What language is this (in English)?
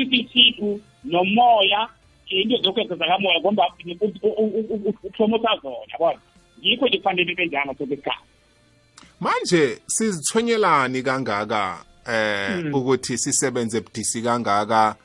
South Ndebele